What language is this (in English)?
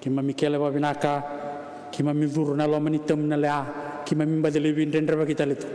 Fijian